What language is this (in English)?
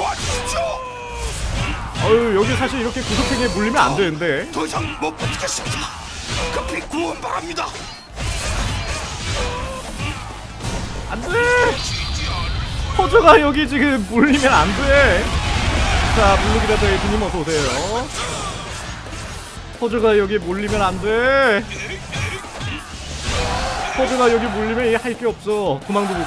Korean